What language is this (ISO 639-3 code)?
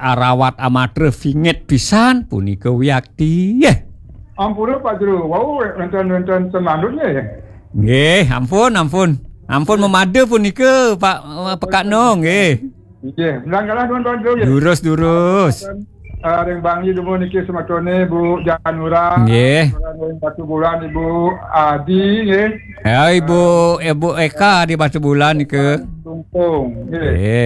ban